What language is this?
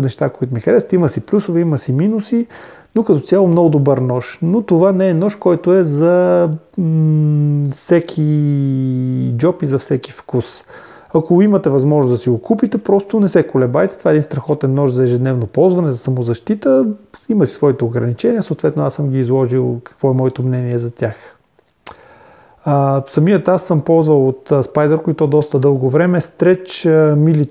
Bulgarian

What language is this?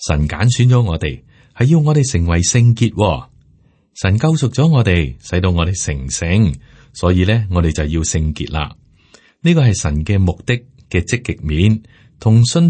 Cantonese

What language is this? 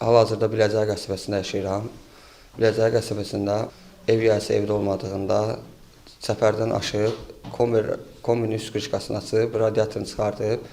Azerbaijani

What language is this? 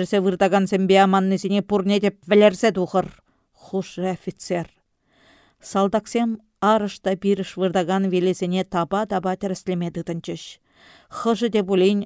Chuvash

